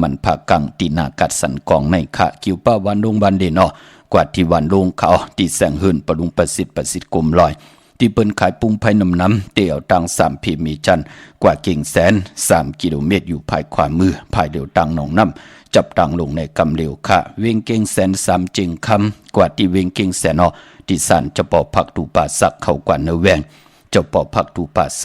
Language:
Shan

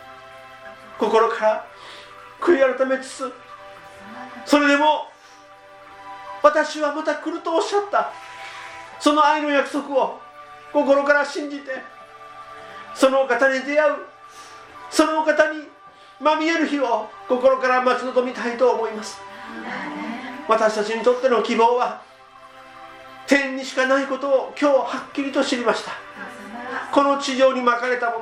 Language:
Japanese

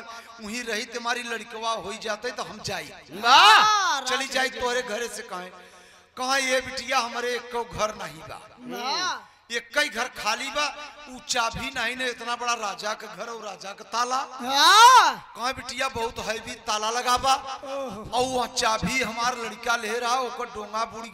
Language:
Bhojpuri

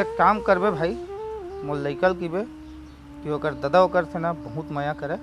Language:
Chhattisgarhi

